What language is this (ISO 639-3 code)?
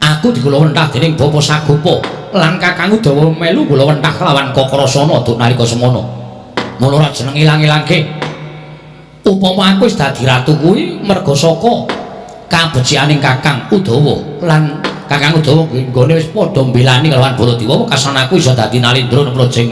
jav